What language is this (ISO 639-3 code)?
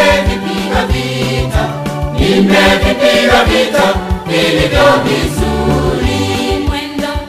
swa